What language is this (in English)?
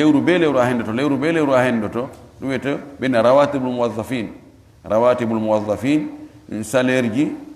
Fula